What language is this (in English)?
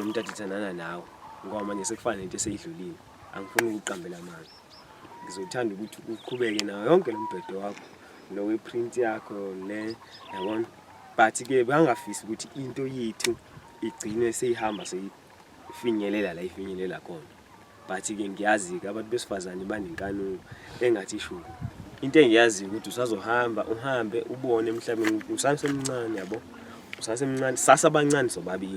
Zulu